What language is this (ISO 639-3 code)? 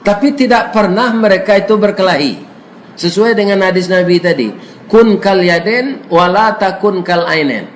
min